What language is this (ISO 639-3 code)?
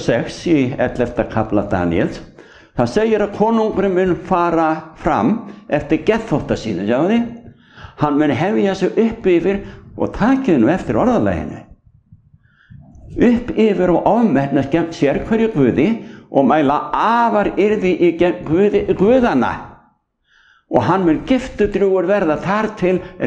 isl